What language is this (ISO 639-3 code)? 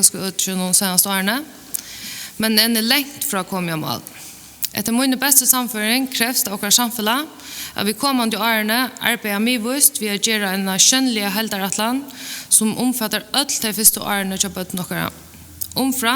fao